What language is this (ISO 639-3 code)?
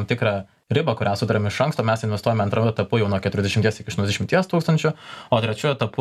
lit